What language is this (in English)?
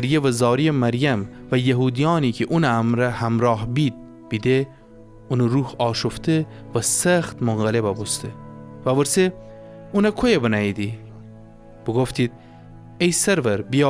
Gilaki